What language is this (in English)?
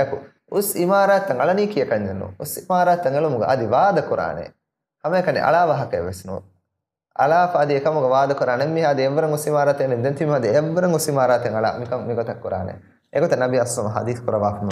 Divehi